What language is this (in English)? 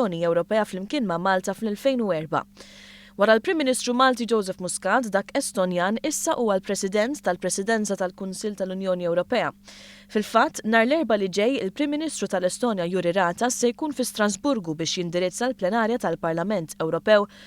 Maltese